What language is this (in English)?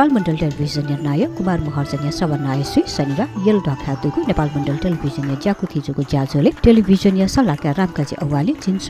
Newari